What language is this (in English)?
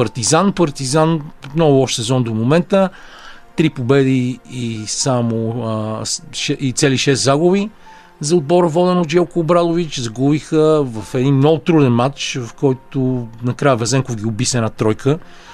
Bulgarian